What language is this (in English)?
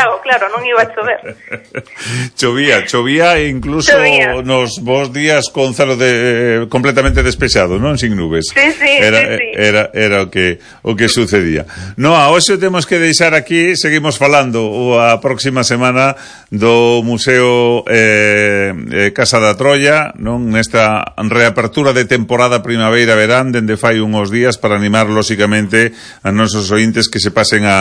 Galician